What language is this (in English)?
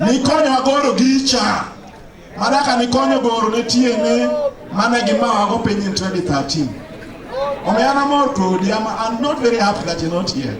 Luo (Kenya and Tanzania)